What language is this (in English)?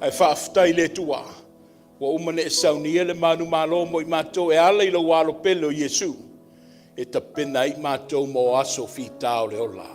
Samoan